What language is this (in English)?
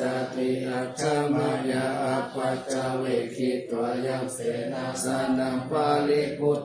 Pali